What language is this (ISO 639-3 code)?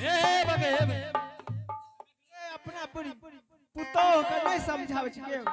anp